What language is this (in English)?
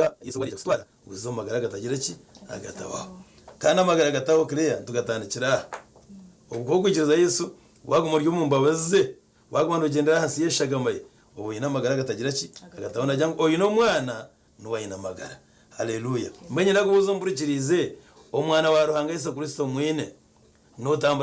Nyankole